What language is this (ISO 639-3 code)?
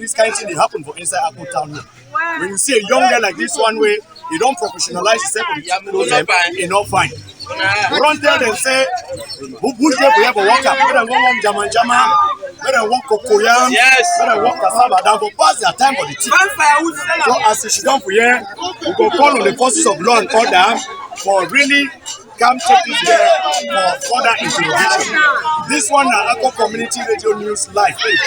wes